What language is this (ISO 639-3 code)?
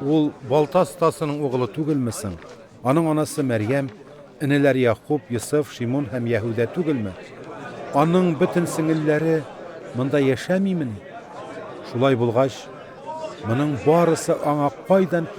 tat